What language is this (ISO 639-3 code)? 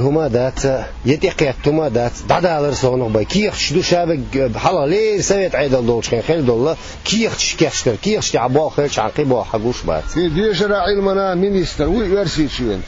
che